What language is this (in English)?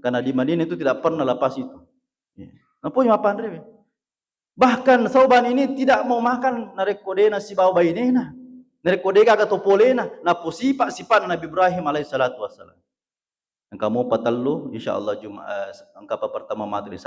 Buginese